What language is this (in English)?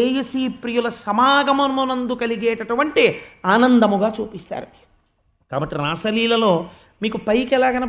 Telugu